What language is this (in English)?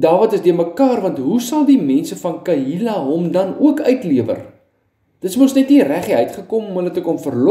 Afrikaans